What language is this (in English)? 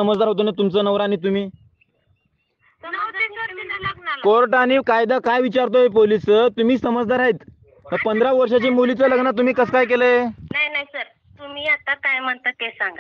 Marathi